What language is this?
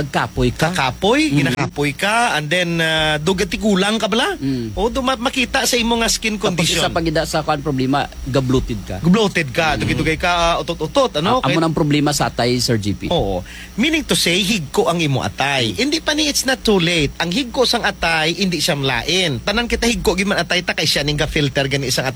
Kinaray-a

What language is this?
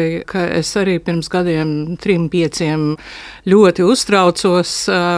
Latvian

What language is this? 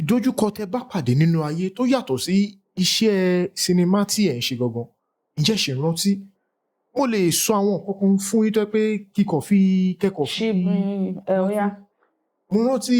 Yoruba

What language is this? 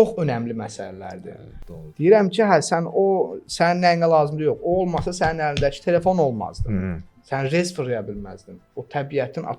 Azerbaijani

